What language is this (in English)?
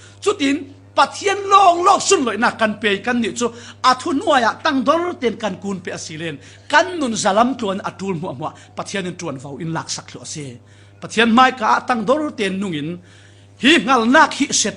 Falam Chin